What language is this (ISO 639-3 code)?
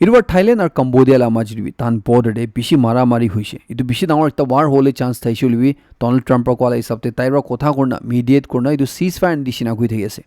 nag